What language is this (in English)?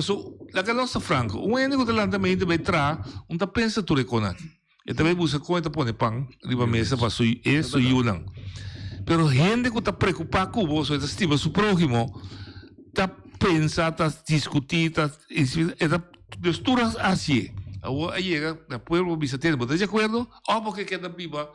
Papiamento